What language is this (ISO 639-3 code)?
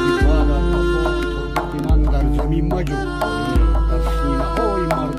tgk